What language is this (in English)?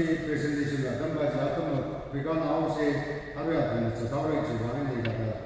Tangkhul Naga (India)